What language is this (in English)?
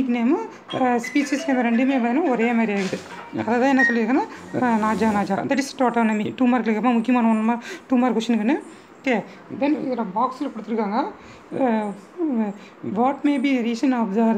Tamil